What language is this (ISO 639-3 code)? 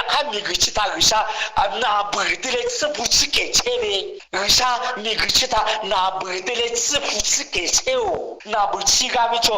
lhu